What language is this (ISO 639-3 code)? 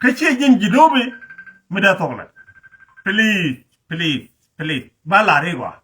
nus